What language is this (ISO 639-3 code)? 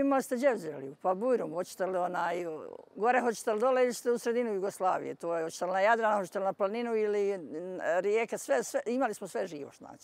bos